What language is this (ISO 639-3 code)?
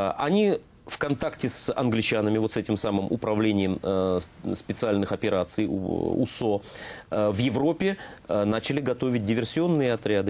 rus